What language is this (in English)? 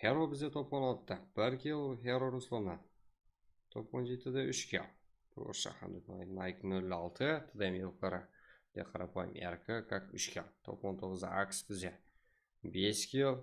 Kara-Kalpak